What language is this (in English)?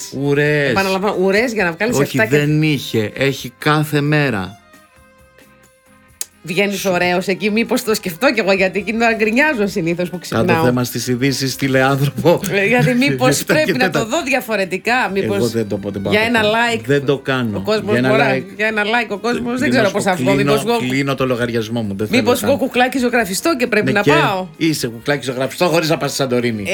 Greek